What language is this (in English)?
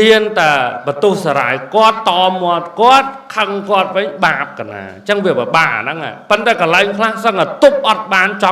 Khmer